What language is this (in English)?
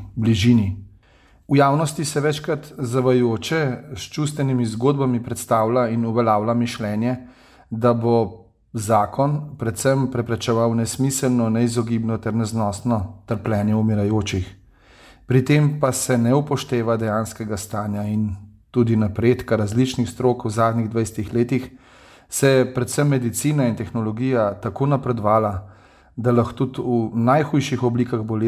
Slovenian